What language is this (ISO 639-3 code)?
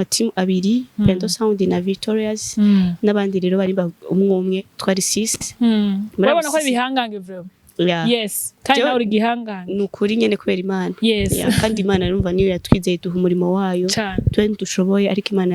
run